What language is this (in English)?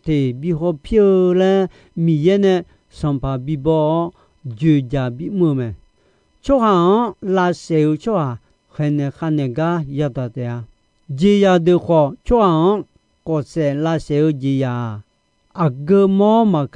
Akha